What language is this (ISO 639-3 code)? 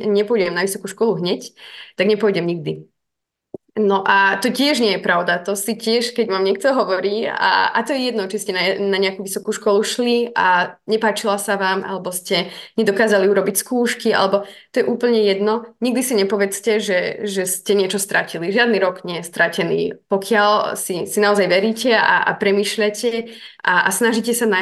slk